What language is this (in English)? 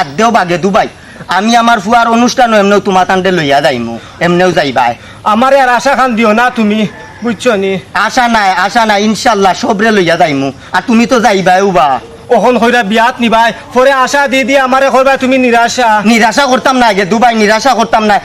Sylheti